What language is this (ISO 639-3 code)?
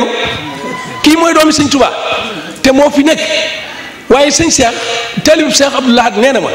wol